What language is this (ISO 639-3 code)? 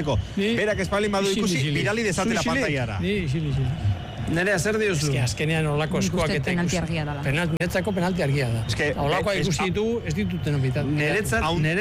eus